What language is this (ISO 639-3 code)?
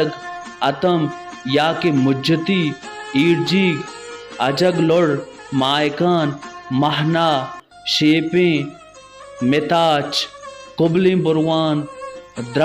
bal